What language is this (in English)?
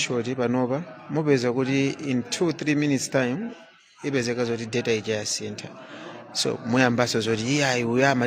Nyanja